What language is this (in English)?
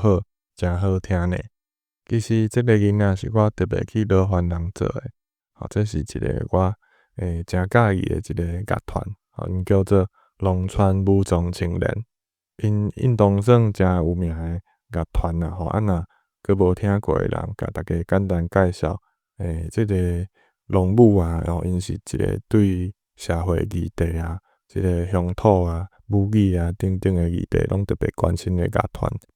Min Nan Chinese